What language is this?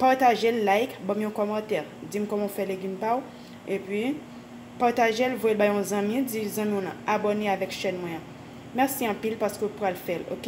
Haitian Creole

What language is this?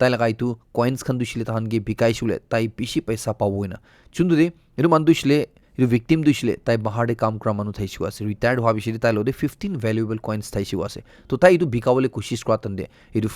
Naga Pidgin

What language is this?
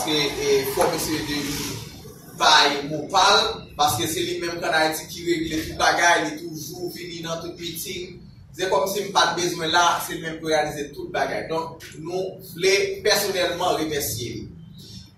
Haitian Creole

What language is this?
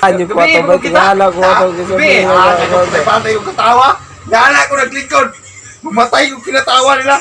Cebuano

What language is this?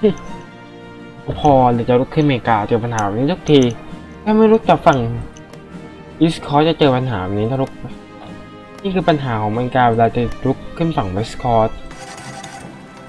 Thai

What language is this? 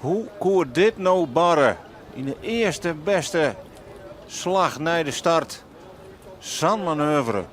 Western Frisian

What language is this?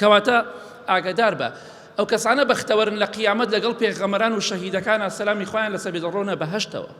Central Kurdish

